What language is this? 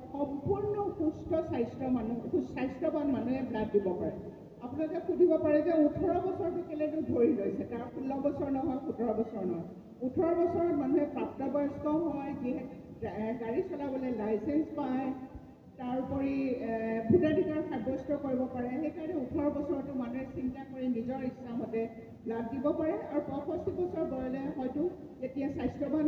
Assamese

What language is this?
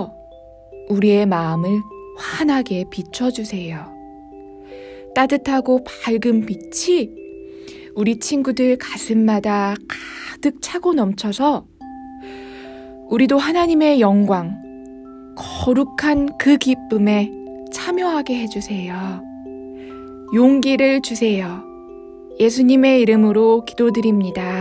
Korean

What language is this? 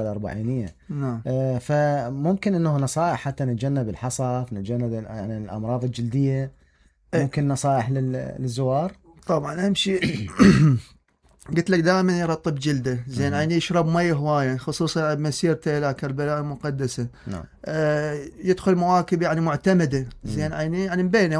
Mesopotamian Arabic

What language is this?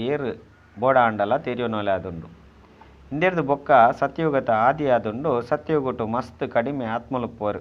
Tulu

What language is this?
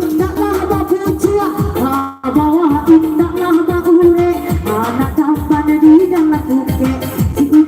Minangkabau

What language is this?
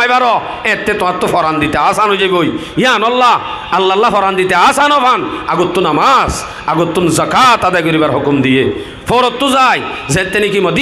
Rohingya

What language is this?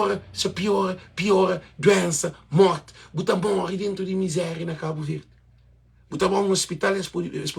Kabuverdianu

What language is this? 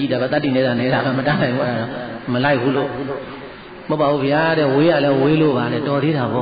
Burmese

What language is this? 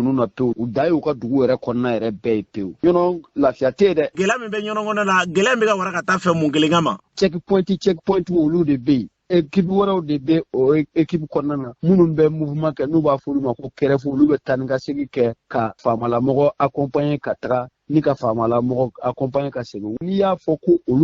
Bambara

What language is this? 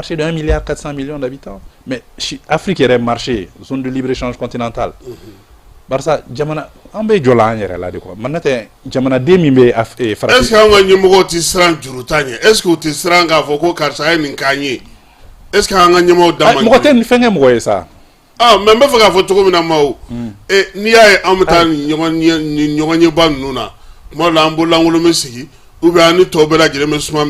Bambara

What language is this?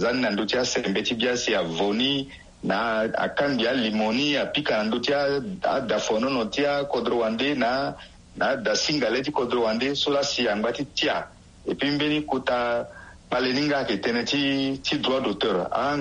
Sango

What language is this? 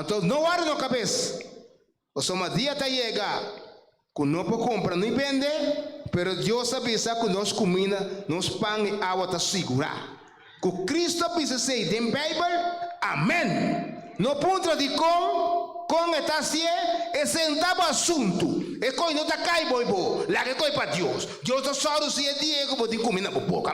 Papiamento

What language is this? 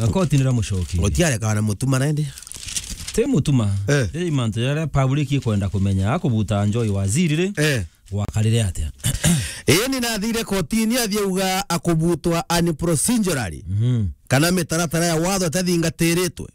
Meru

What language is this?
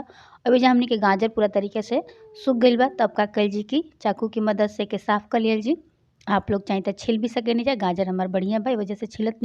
Bhojpuri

